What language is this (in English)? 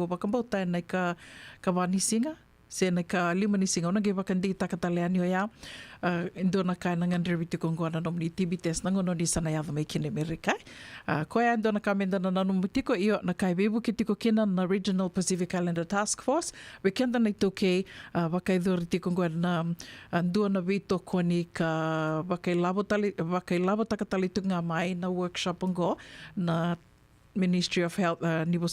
Fijian